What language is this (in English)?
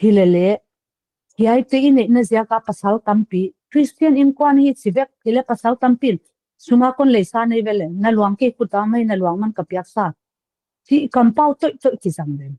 Paite Chin